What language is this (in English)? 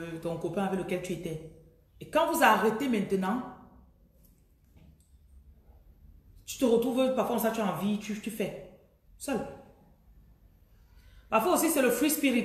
French